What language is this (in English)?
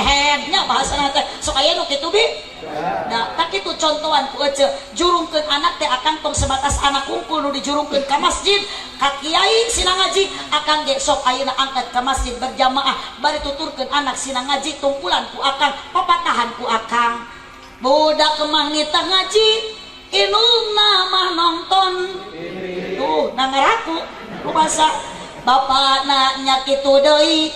Sundanese